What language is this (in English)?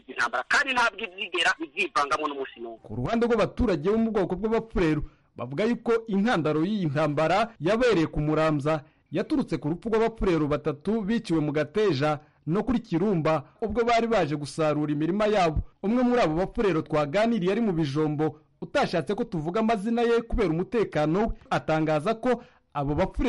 Kinyarwanda